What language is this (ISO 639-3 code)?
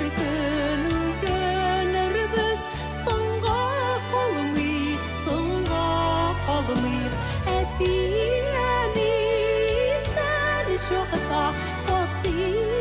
tat